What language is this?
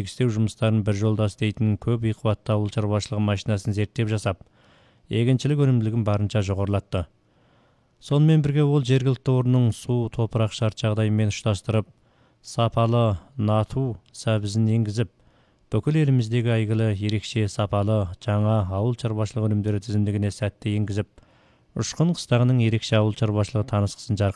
Kyrgyz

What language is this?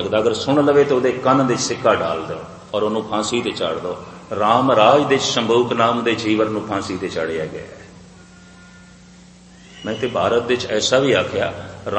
Punjabi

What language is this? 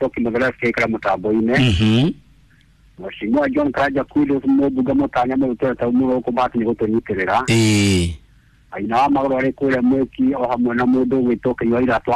Kikuyu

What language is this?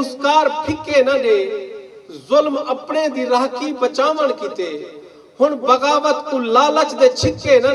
Saraiki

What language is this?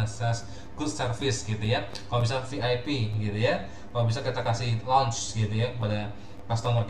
Indonesian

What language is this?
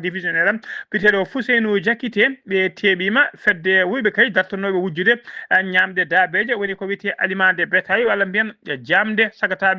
Fula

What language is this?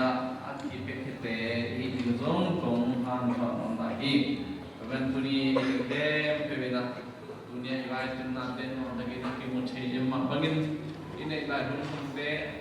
Tedim Chin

